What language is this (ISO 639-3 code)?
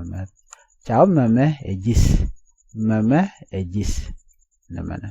nus